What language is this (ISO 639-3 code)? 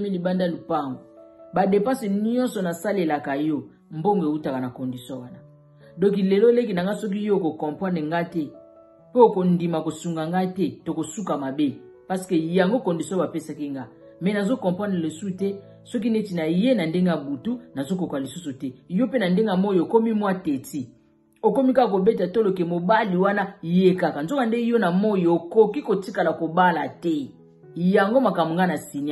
lin